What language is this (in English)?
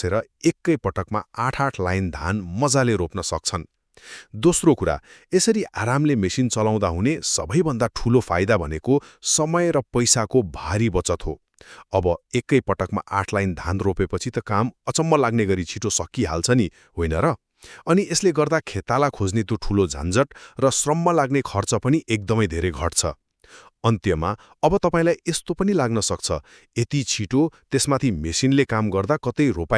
Nepali